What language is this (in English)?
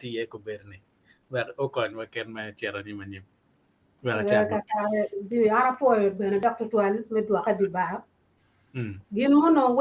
Acoli